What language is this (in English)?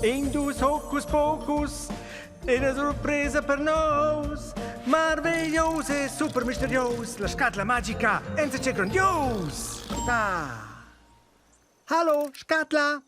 Romansh